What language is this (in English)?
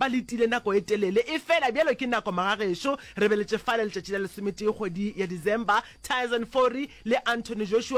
Northern Sotho